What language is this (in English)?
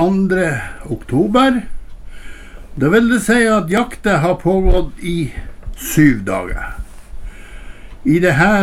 Norwegian